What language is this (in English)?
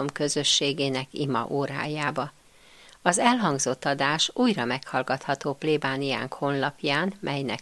Hungarian